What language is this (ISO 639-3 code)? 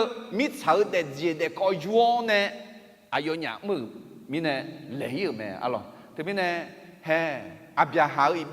ahk